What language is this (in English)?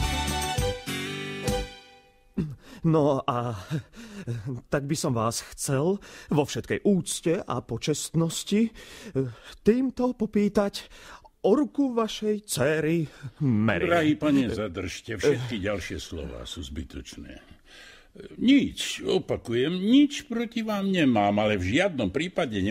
Slovak